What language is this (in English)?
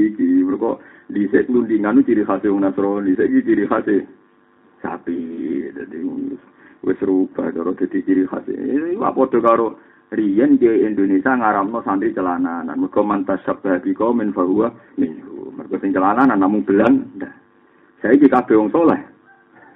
Javanese